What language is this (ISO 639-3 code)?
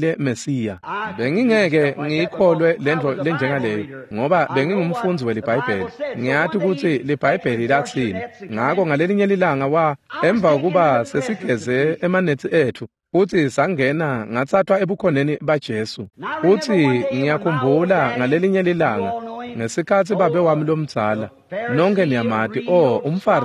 ssw